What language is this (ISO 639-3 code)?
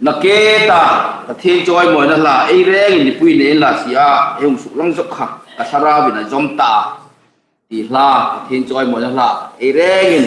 hmr